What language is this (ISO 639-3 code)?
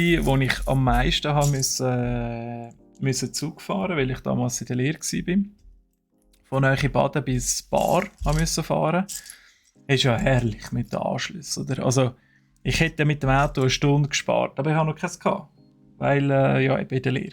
gsw